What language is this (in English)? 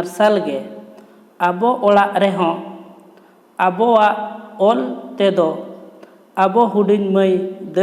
Santali